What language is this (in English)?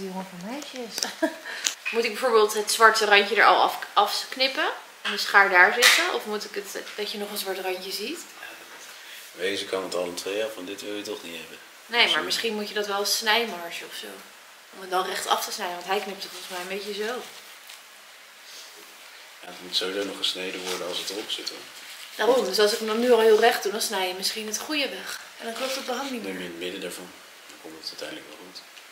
Dutch